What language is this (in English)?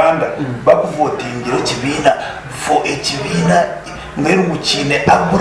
Nyankole